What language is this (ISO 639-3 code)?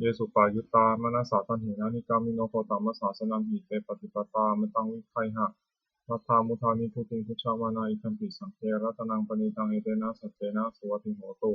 pli